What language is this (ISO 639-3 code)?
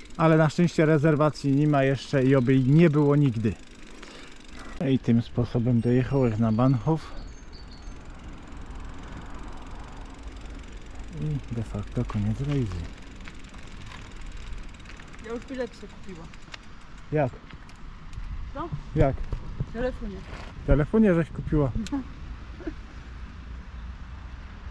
pol